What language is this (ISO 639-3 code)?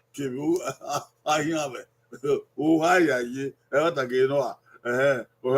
bin